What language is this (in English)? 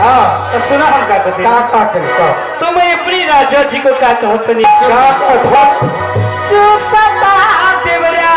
Maithili